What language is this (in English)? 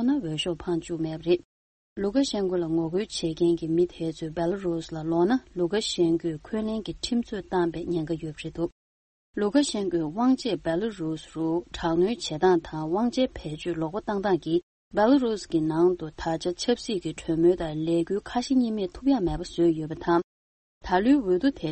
Tibetan